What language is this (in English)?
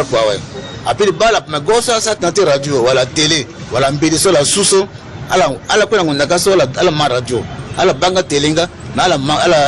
Sango